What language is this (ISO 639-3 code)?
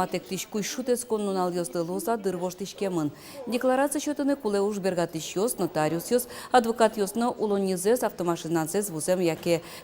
udm